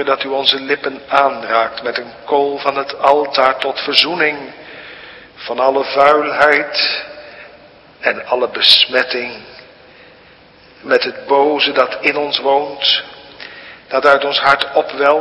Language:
Dutch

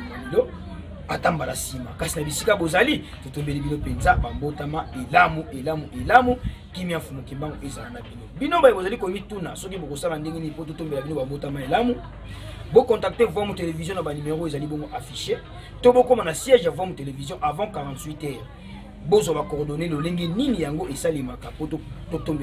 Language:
Lingala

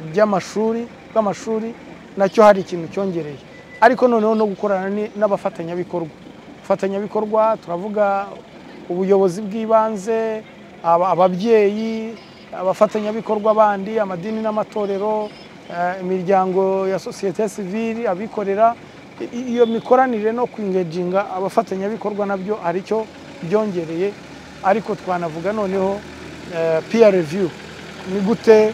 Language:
Kinyarwanda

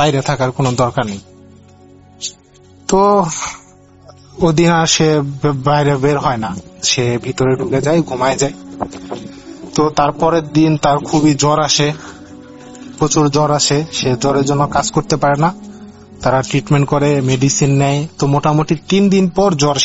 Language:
Bangla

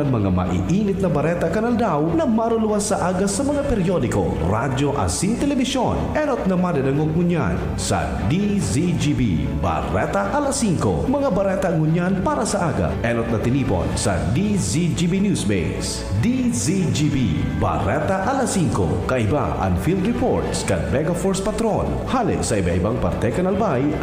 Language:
Bikol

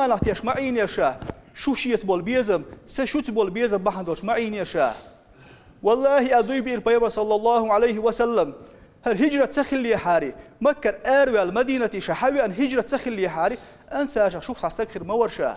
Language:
Chechen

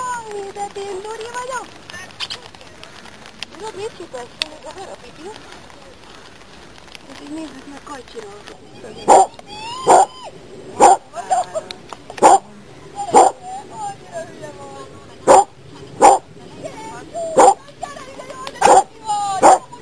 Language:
Hungarian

